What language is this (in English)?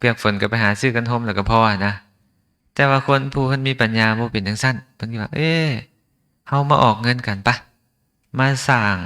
Lao